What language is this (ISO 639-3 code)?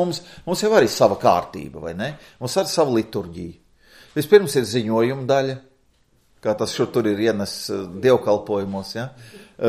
lav